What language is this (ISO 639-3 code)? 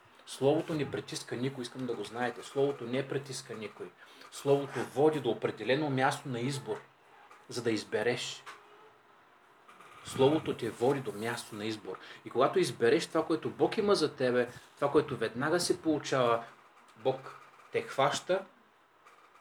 bul